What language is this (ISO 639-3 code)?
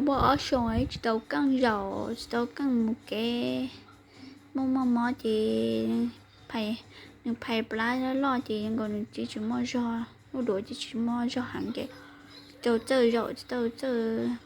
hmn